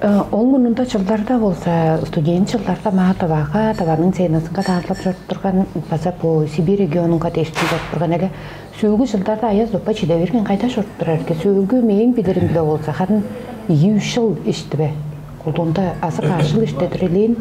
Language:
Tuvinian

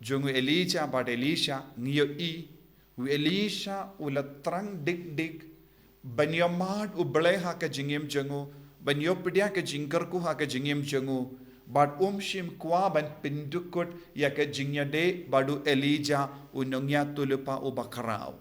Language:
Khasi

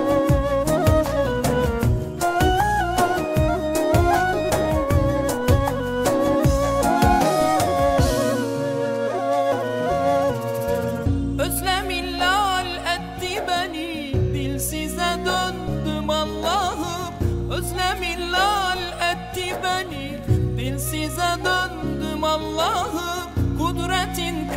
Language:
Turkish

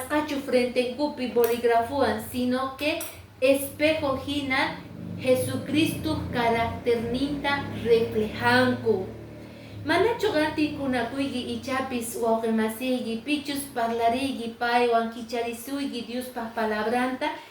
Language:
Quechua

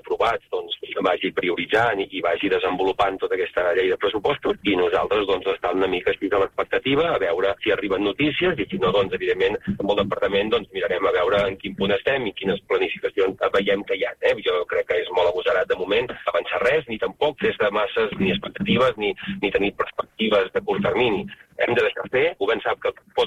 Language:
Catalan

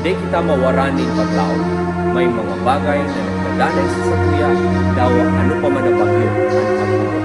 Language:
Bikol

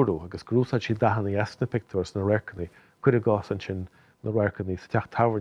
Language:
Irish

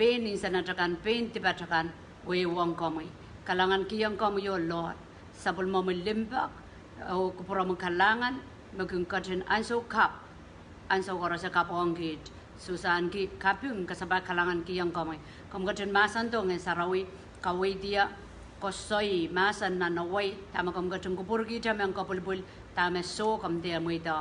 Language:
Pohnpeian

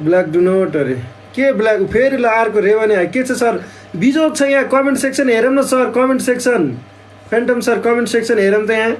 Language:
Nepali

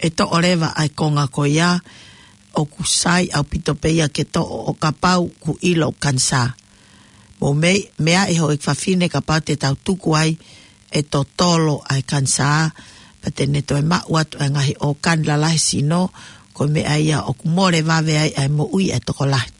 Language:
Tongan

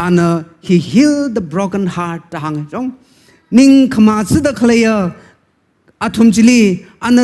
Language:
Tangkhul Naga (India)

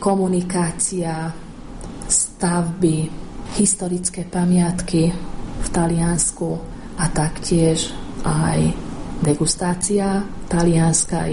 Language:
Slovak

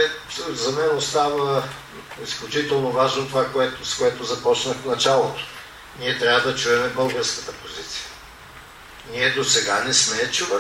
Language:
Bulgarian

